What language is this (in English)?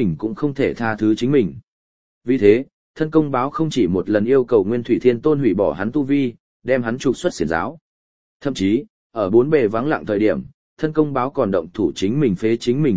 Vietnamese